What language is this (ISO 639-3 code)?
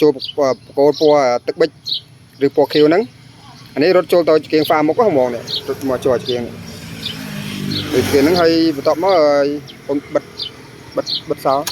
khm